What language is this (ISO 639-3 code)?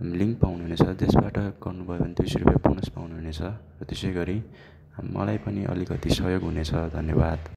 nep